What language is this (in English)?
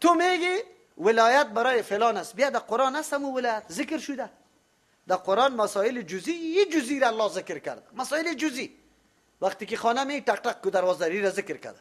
Persian